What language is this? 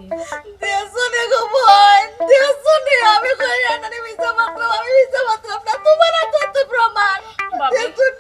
Sylheti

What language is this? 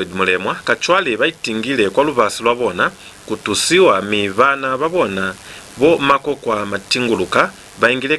Lozi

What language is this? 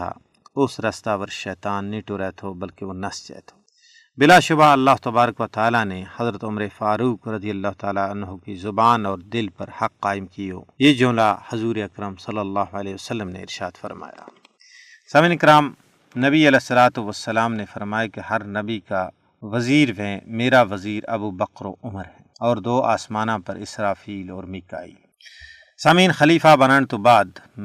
Gujari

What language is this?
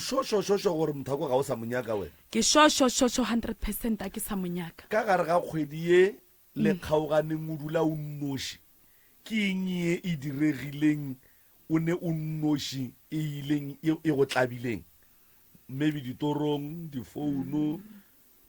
Northern Sotho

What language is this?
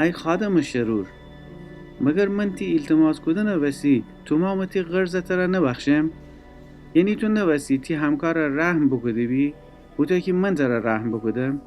Gilaki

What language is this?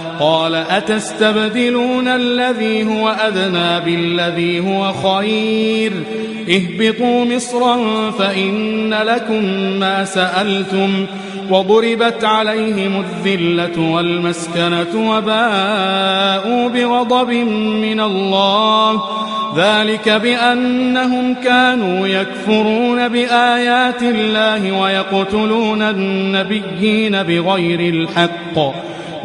Arabic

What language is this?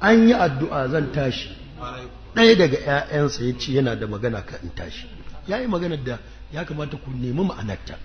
Hausa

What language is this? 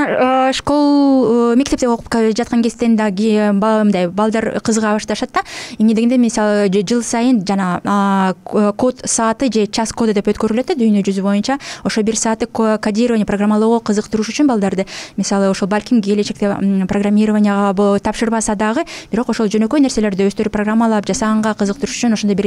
Kyrgyz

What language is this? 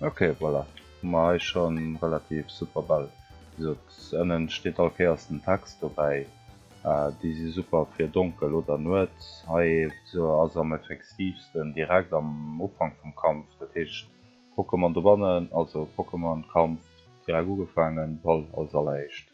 Luxembourgish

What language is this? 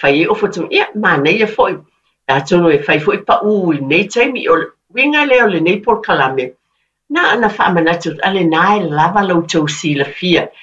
Samoan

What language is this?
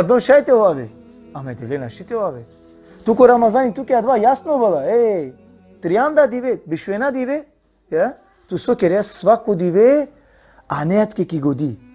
Balkan Romani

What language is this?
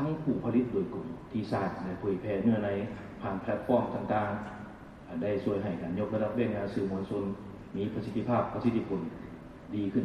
Lao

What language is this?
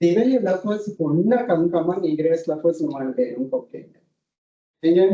Divehi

